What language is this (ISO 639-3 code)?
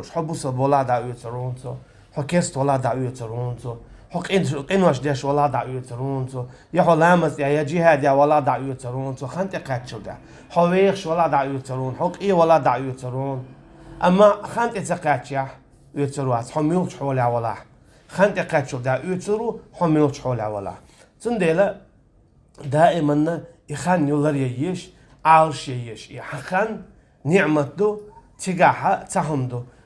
che